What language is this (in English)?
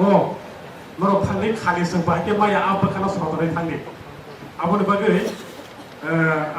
Kok Borok